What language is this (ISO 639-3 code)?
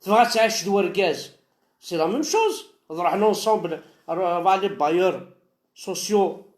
kab